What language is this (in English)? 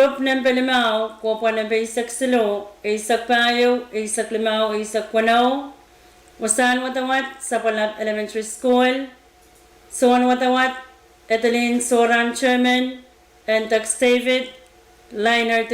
Pohnpeian